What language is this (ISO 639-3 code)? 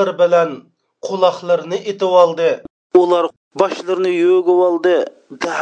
uig